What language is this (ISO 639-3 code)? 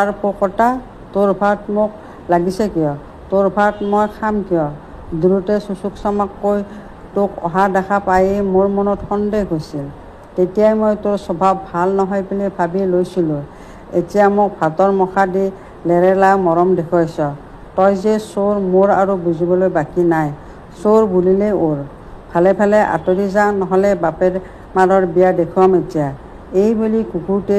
asm